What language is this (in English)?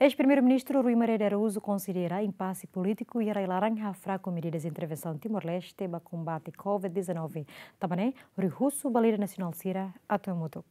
Tetum